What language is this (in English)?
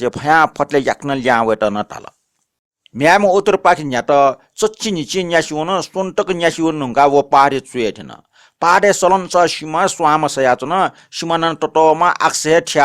Newari